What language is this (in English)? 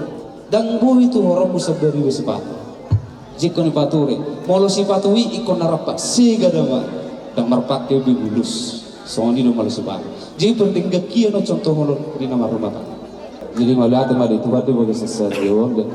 Batak Toba